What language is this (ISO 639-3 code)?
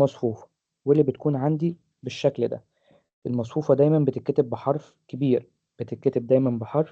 arz